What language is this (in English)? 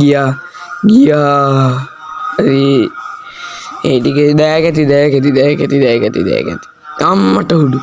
Sinhala